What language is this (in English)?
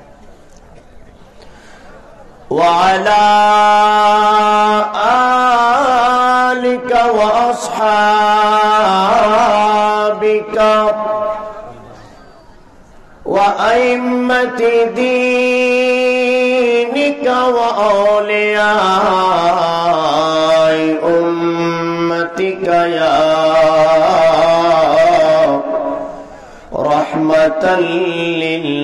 Bangla